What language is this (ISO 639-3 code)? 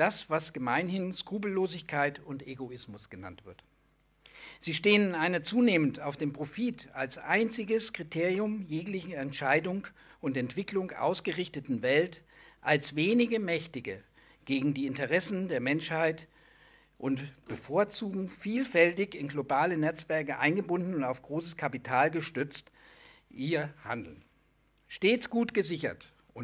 deu